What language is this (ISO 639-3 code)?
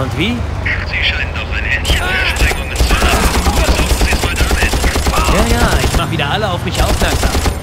bar